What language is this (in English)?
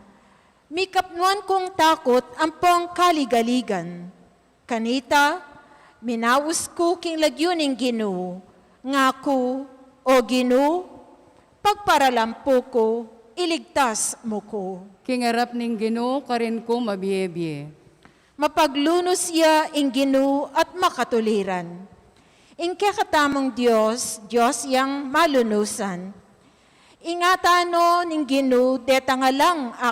Pampanga